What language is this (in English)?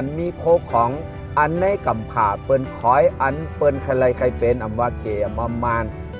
Shan